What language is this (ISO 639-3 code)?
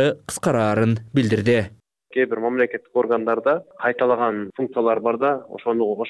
kir